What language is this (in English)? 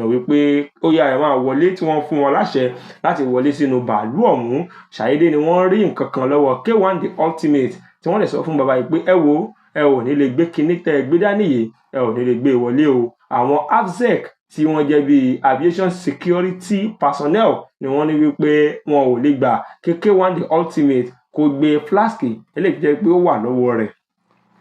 Yoruba